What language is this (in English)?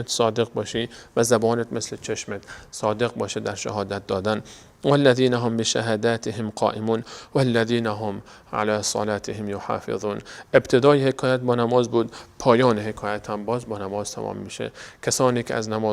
Persian